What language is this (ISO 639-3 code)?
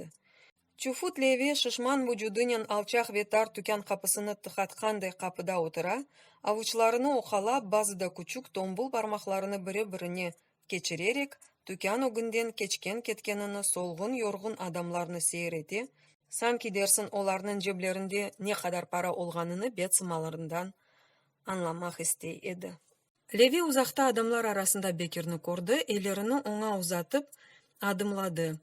crh